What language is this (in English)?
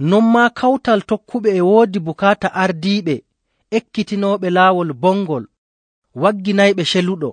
Nigerian Fulfulde